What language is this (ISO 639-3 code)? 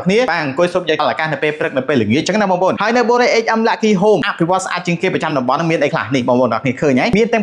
khm